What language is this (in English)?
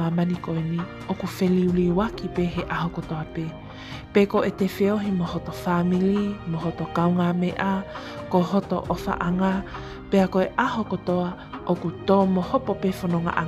Tongan